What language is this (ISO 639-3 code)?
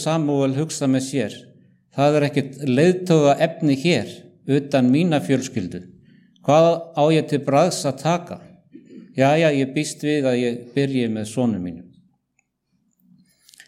isl